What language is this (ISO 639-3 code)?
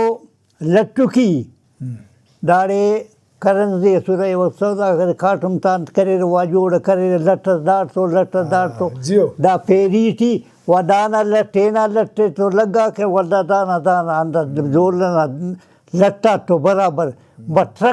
brh